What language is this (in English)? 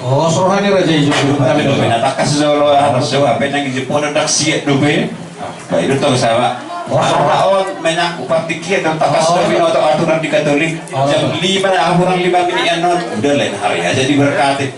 Batak Toba